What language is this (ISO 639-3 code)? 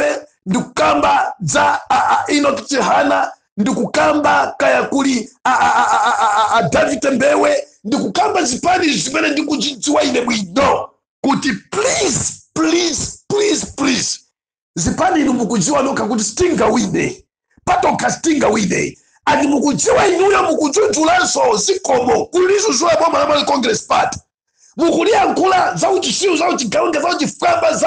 nya